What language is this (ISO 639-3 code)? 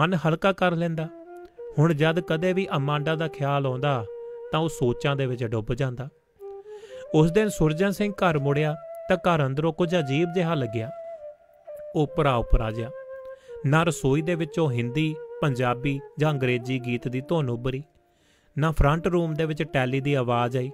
pan